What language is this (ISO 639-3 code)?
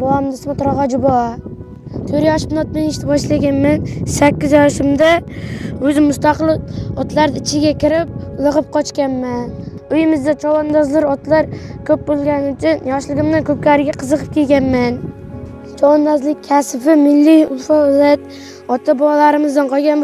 uzb